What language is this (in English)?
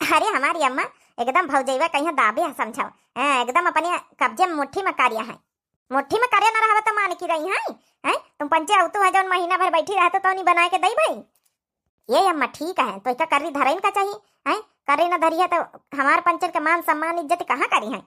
Awadhi